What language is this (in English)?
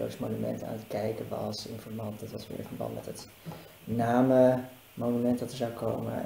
Dutch